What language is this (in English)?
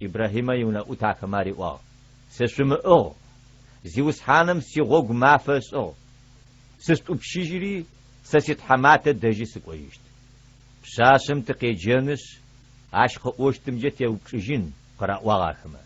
Adyghe